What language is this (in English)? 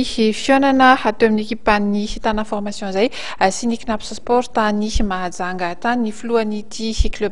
Malagasy